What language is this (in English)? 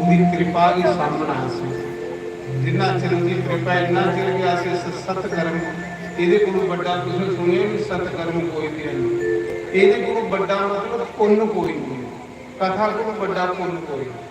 Dogri